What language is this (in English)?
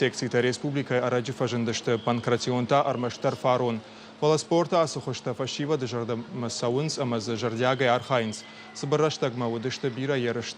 Ossetic